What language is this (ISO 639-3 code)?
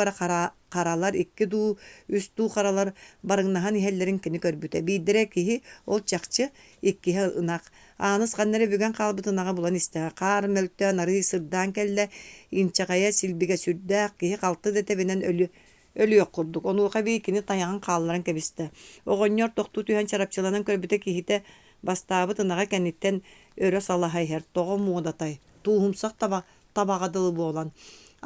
sah